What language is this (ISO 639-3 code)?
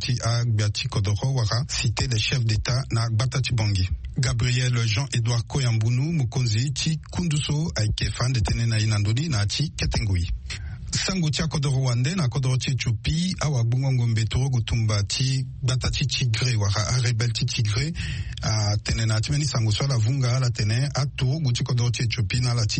sag